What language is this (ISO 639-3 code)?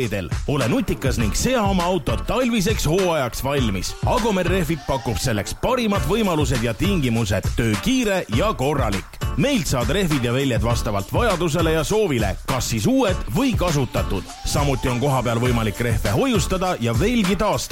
est